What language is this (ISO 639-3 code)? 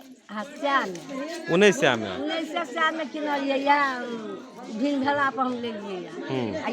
mag